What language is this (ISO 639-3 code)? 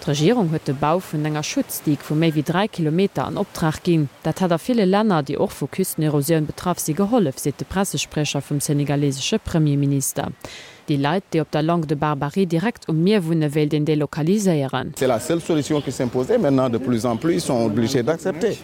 ltz